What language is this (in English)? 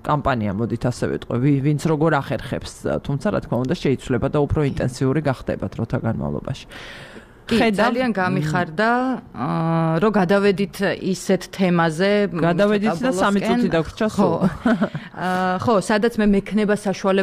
Georgian